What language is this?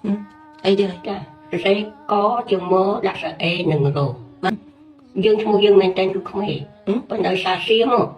Khmer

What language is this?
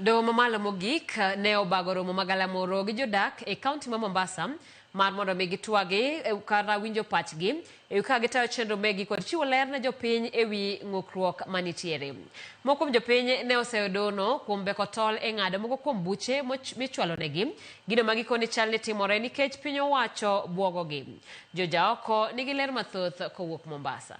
Luo (Kenya and Tanzania)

